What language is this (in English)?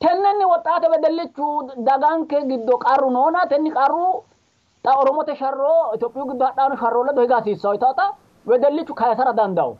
Sidamo